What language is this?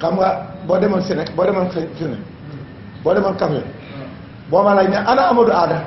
Wolof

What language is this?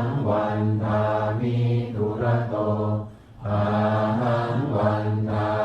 Pali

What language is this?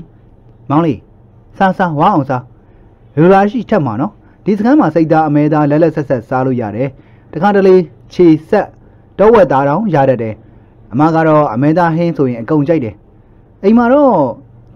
Burmese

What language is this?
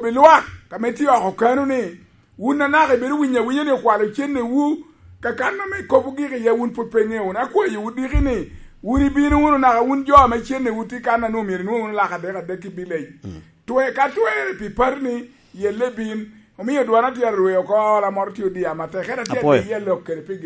Lango (Uganda)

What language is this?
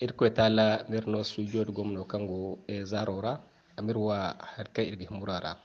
Zarma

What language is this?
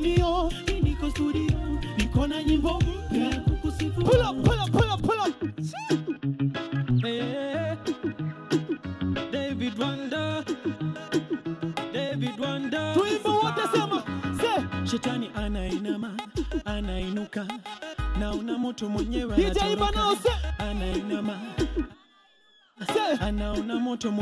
Swahili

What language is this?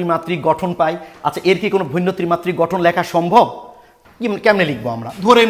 Bangla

